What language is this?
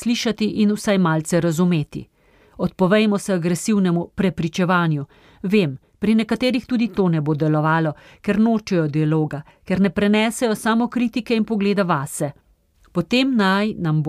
Slovenian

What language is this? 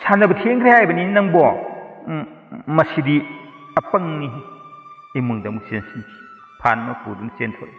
Manipuri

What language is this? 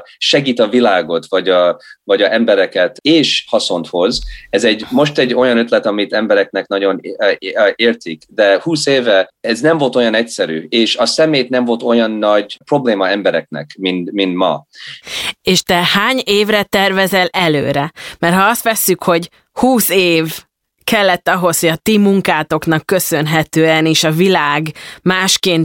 Hungarian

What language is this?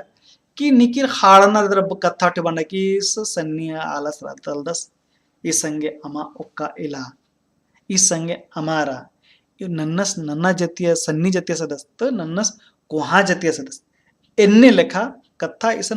Kurukh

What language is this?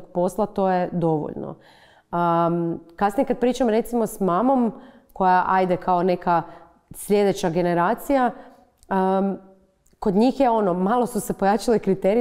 Croatian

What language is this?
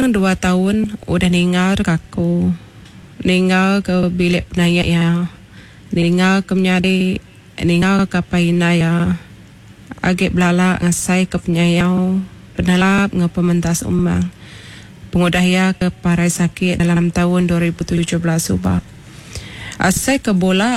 Iban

